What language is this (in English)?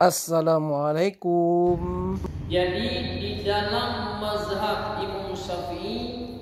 Achinese